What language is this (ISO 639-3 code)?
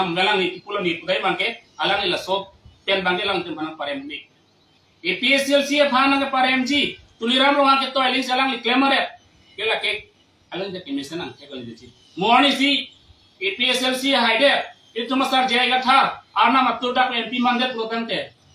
mjw